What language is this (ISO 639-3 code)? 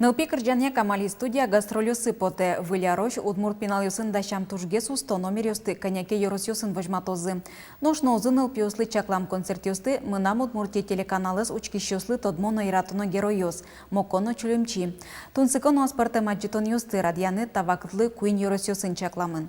udm